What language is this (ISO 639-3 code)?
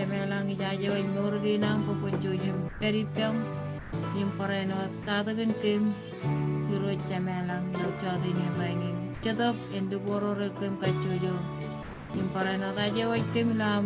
mah